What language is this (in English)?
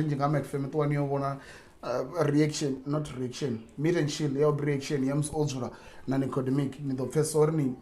Venda